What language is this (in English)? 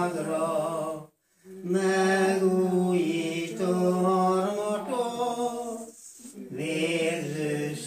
Hungarian